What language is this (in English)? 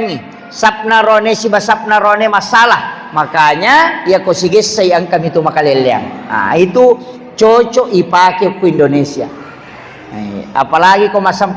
Buginese